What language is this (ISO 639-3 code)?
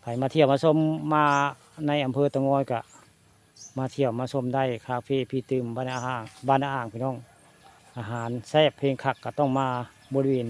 tts